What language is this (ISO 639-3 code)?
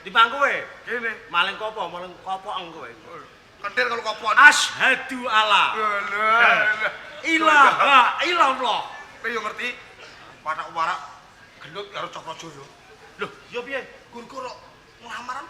jav